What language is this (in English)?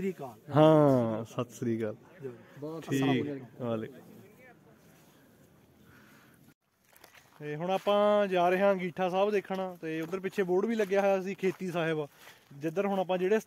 Punjabi